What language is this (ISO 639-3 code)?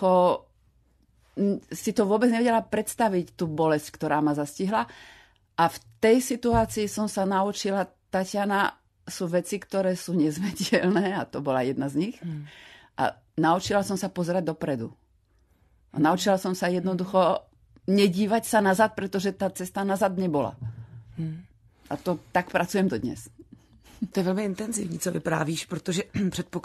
slk